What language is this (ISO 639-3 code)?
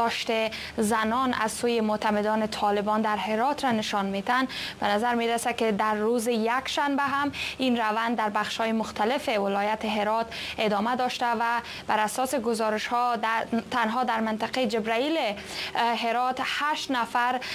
fas